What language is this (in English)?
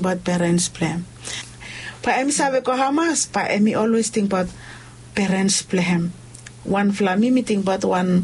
Bislama